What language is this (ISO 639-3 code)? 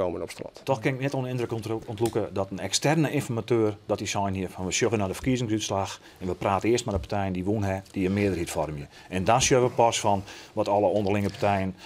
fry